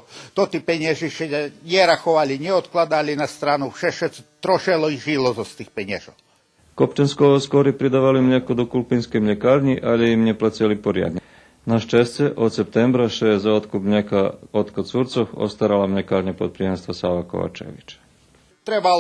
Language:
Rusyn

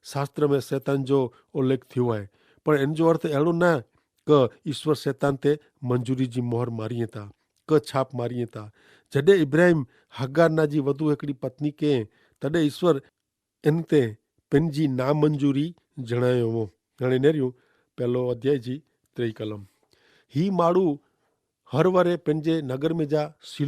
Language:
Kachhi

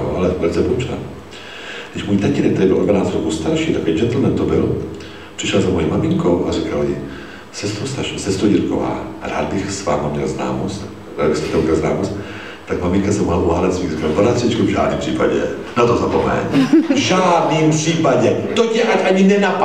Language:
Czech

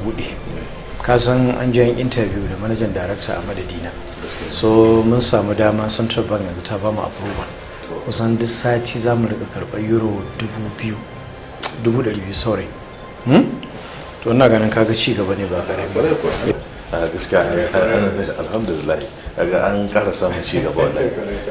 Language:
Hausa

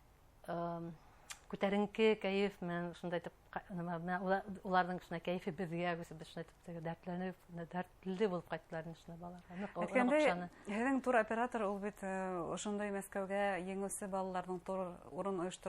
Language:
Bashkir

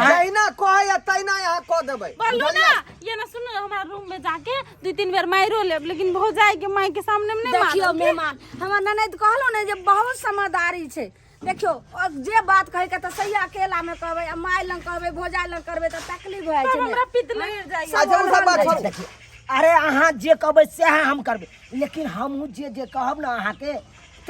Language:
Maithili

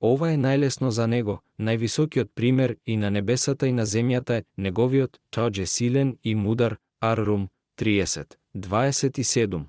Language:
Macedonian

